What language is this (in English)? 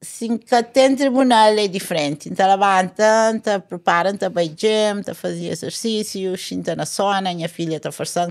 Kabuverdianu